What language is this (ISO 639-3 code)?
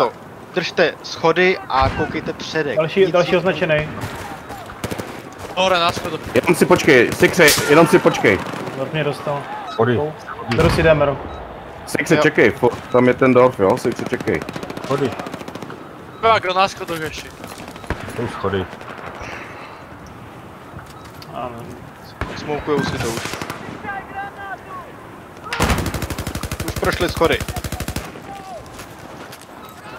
ces